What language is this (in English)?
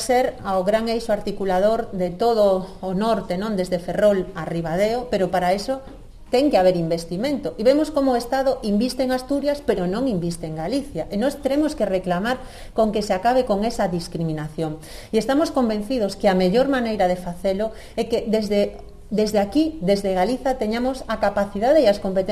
Galician